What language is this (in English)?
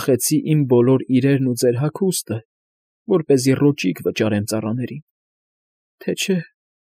Armenian